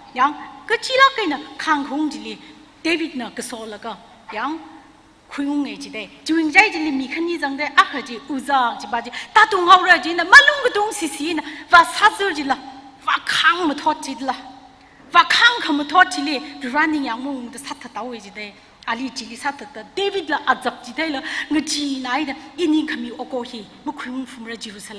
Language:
Tangkhul Naga (India)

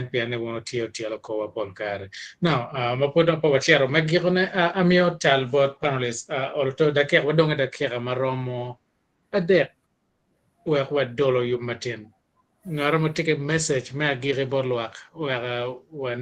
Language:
Acoli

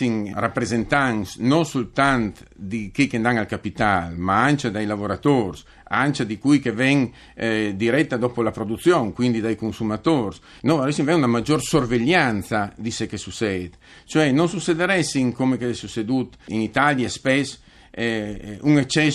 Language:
Friulian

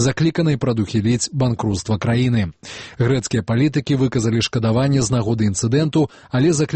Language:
Belarusian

